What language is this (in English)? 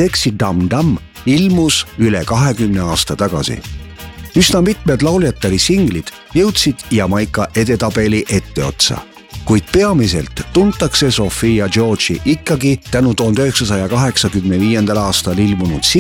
Estonian